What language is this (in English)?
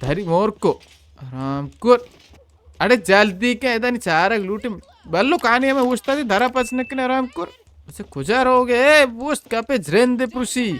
Baluchi